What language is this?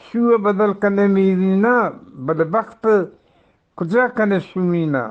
Eastern Balochi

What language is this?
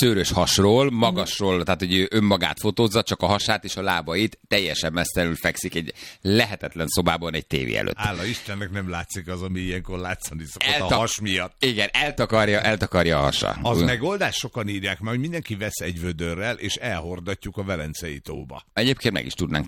Hungarian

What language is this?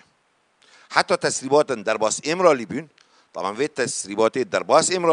Kurdish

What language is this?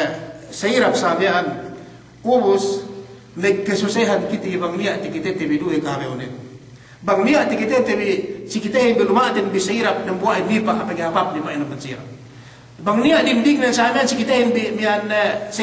Yakan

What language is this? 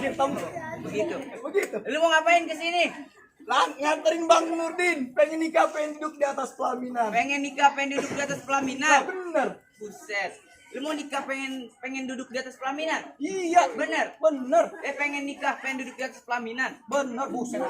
Betawi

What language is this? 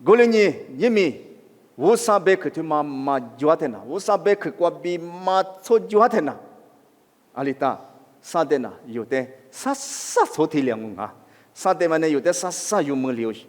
Lisu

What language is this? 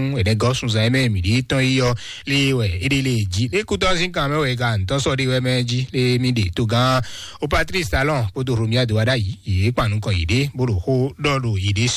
Fon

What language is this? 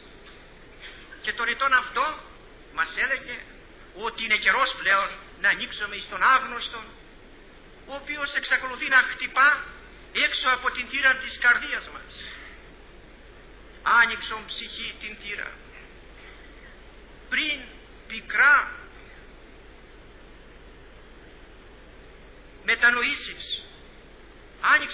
Greek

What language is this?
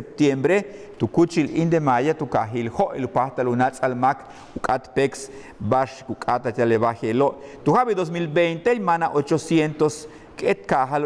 Yucateco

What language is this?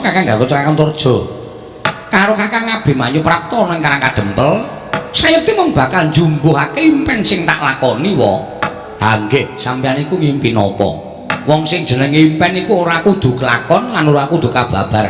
Javanese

